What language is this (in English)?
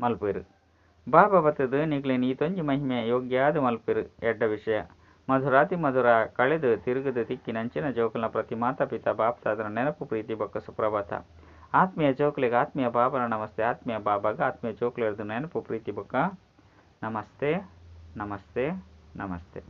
Tulu